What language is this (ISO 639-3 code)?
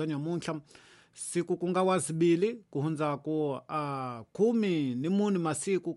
tso